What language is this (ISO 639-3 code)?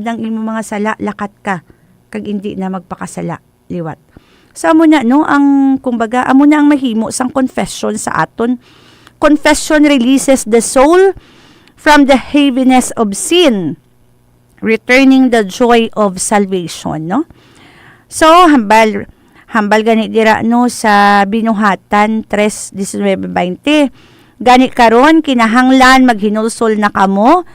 hil